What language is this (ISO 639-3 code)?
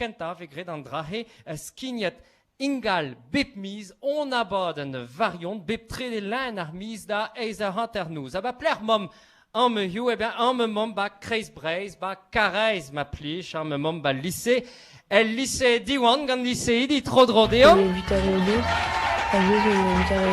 bre